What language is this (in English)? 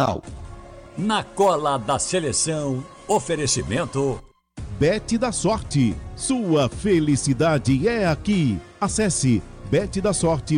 Portuguese